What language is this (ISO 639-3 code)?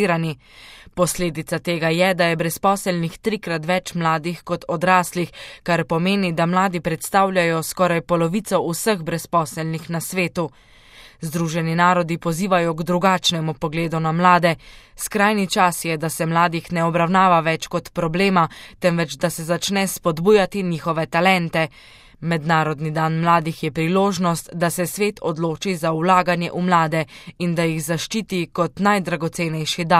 slv